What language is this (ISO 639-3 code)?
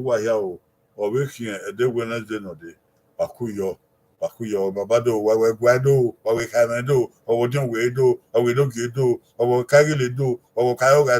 bin